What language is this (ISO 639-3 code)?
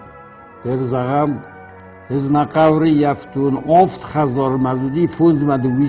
oss